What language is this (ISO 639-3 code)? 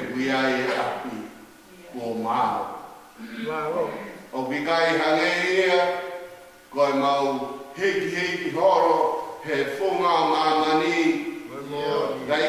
ton